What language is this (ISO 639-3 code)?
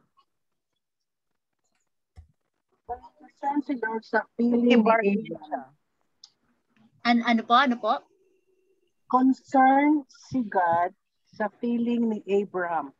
fil